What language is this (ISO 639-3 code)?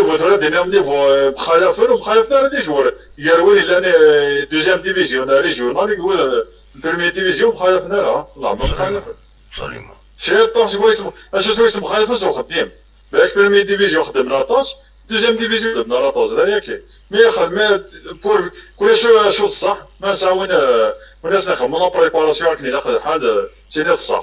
kab